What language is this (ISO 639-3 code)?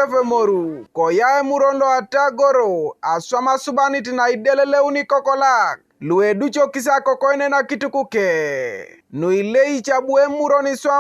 teo